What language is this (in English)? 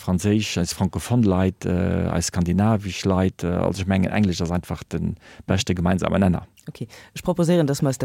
Luxembourgish